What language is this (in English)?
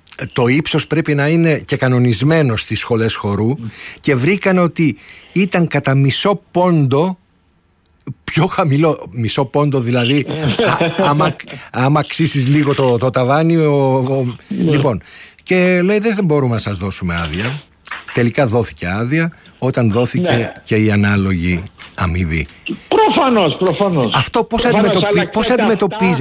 Greek